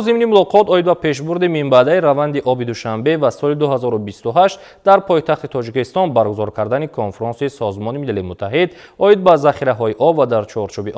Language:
Tajik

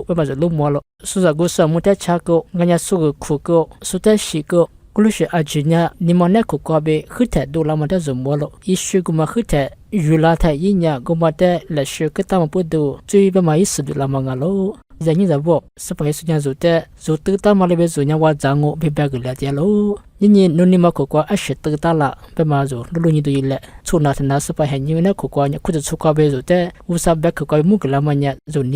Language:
Lisu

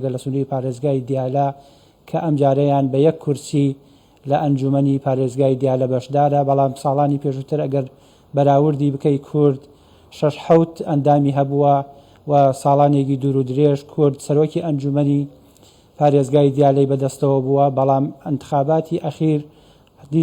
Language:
Central Kurdish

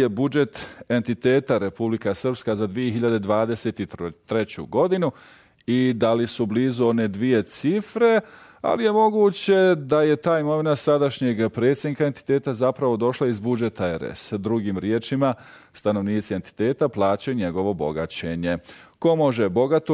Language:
Bosnian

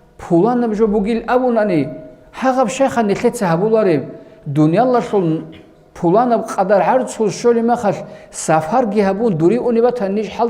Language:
Avaric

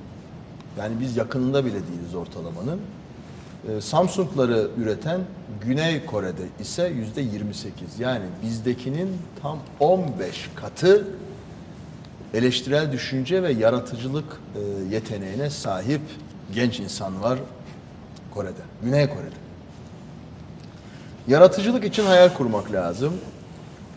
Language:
Turkish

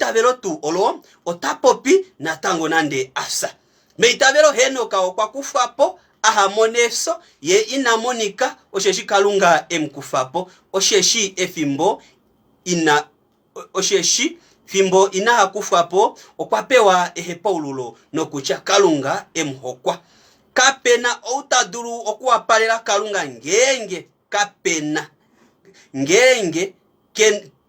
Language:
Kuanyama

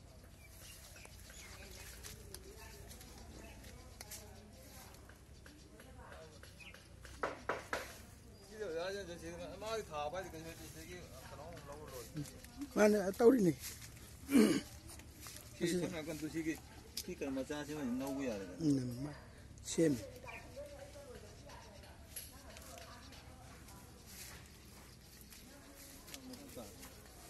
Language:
Malay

